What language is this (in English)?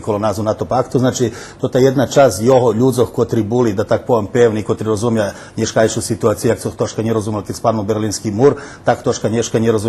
Rusyn